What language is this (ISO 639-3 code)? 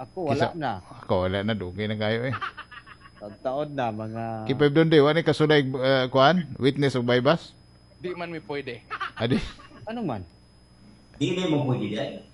ceb